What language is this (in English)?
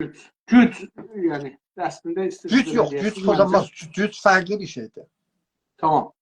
South Azerbaijani